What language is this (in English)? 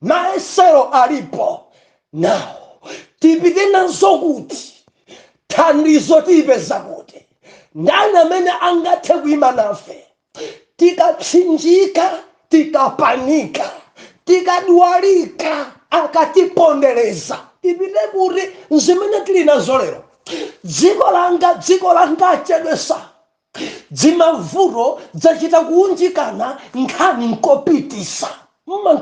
Nyanja